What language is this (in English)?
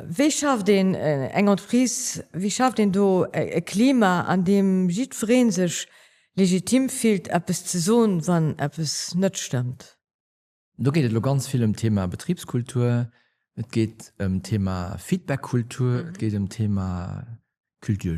Luxembourgish